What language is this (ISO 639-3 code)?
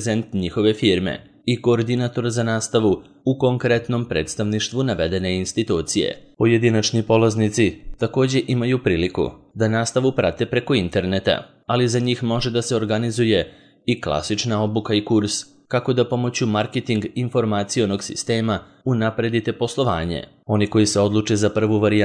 srp